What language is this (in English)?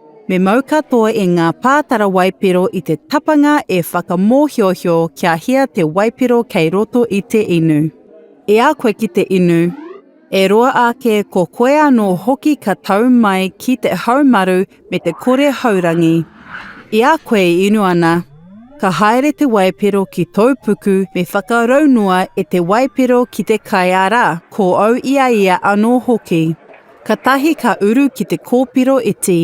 Māori